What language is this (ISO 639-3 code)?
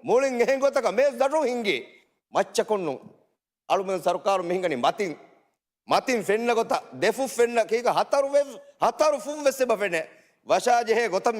div